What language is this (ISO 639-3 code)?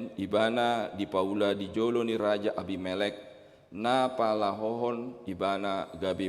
bbc